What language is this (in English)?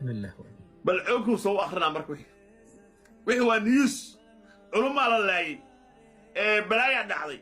Somali